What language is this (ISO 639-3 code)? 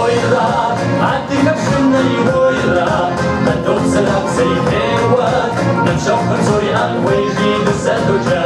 kbd